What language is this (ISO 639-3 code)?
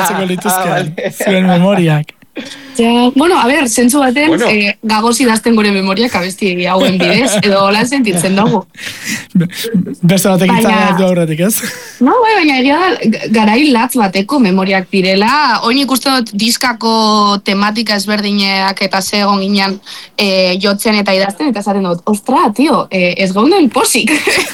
eus